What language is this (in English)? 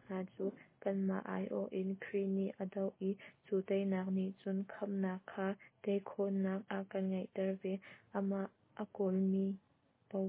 Hakha Chin